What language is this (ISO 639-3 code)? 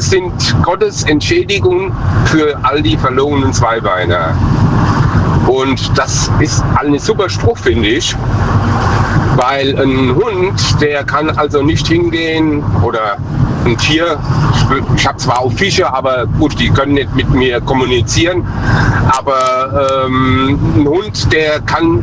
deu